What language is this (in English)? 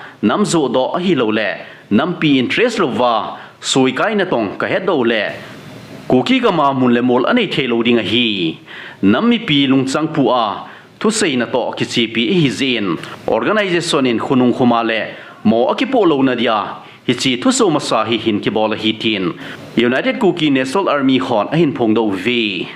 Thado Chin